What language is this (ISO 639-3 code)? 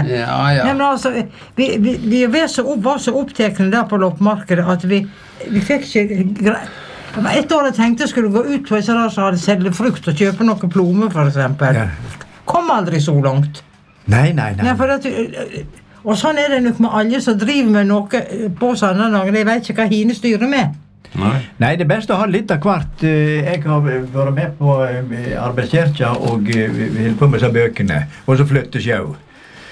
nor